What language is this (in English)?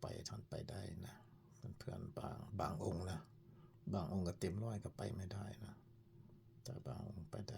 Lao